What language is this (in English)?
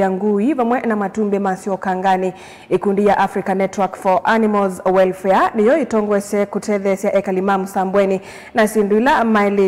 Kamba